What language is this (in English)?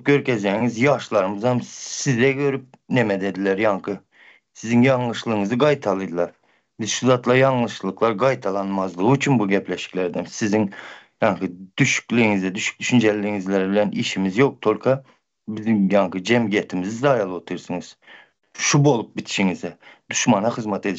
Turkmen